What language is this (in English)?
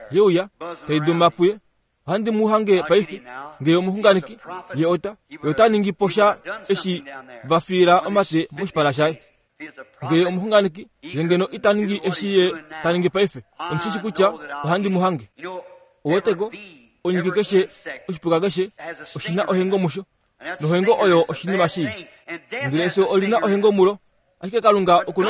Kuanyama